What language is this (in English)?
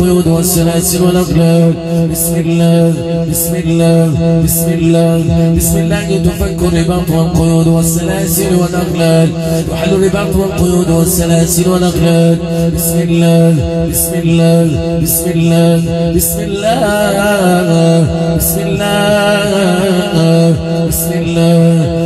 Arabic